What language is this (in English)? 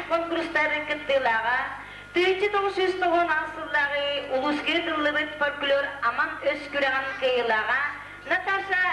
Yakut